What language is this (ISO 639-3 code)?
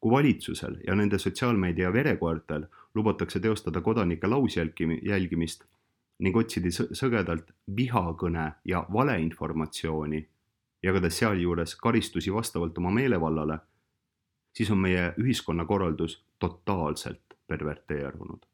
est